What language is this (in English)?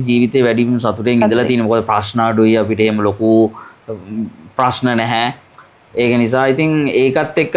Sinhala